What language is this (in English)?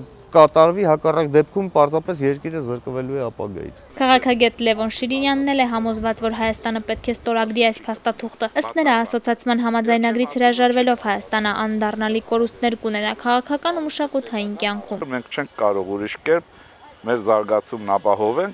Armenian